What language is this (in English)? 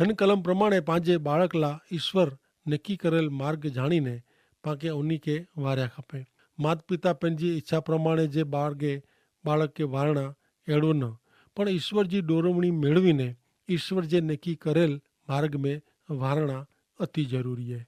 Kachhi